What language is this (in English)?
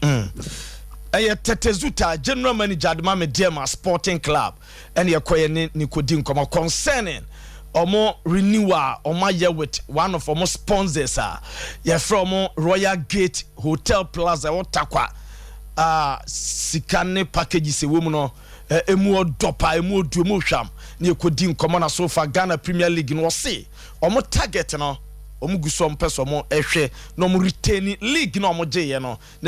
Akan